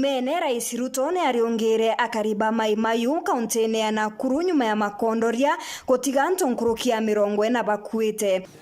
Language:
Meru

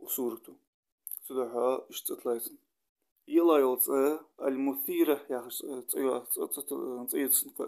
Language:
Ingush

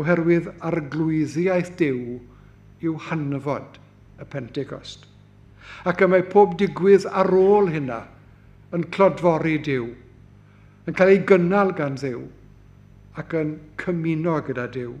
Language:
Welsh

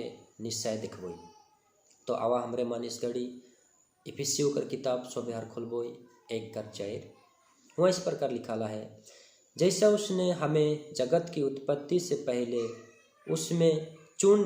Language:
Sadri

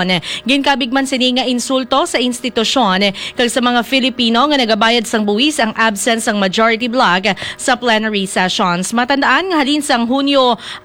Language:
Hiligaynon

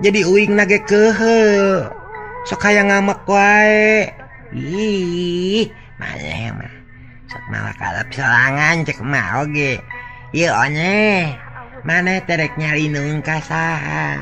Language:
Sundanese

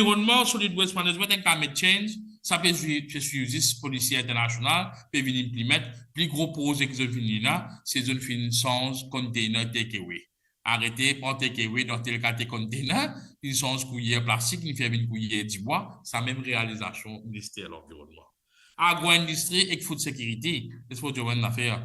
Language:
Morisyen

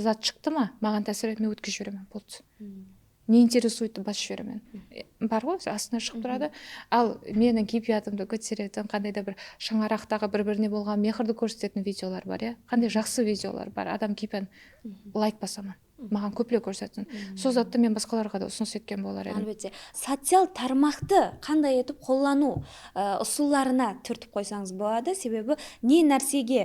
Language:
Kara-Kalpak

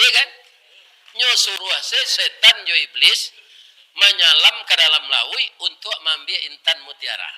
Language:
Minangkabau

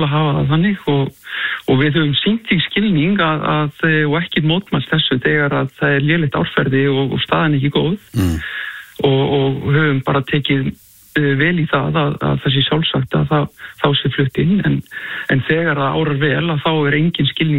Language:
Icelandic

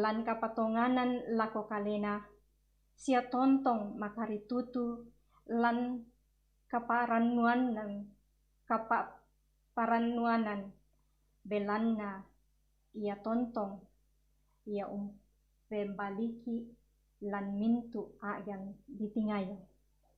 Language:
Toraja-Sa'dan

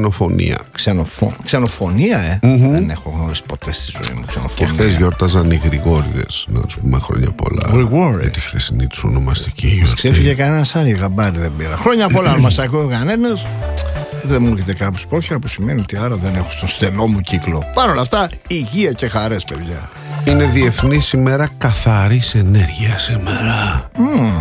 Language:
Greek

